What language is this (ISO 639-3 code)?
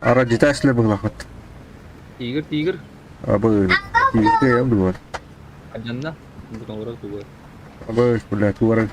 sah